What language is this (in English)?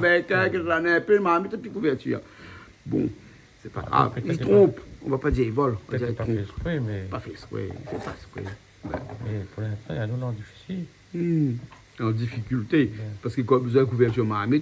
Réunion Creole French